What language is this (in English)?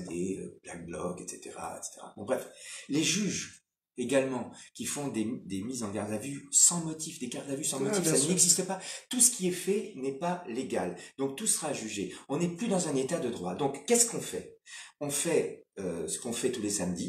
French